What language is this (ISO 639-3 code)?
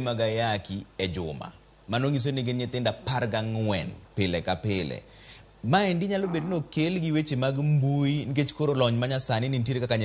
luo